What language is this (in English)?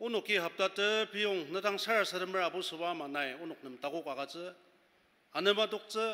Ao Naga